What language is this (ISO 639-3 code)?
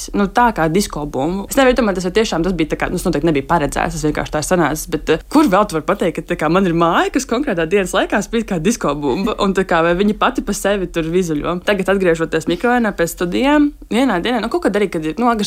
lav